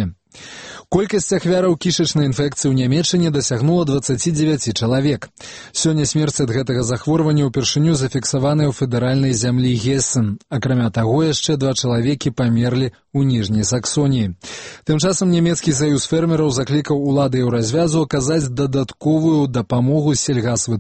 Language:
Belarusian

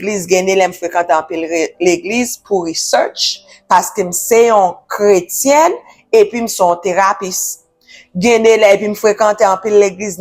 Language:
Haitian Creole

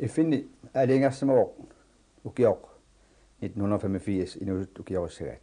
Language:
Kalaallisut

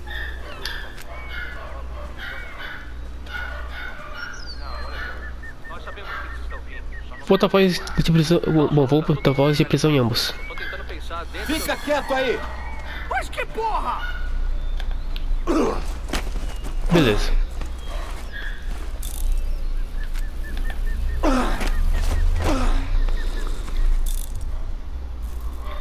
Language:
Portuguese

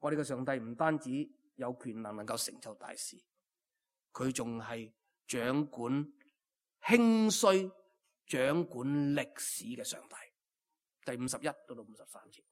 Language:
Cantonese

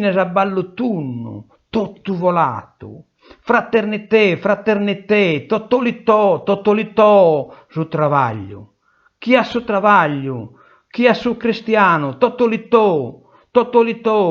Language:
Sardinian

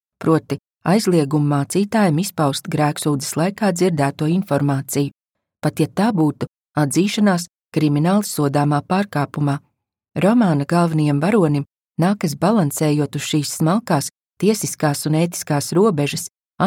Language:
Latvian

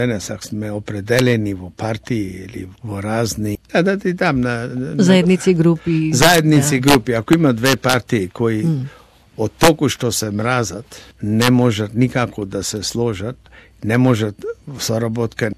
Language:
Macedonian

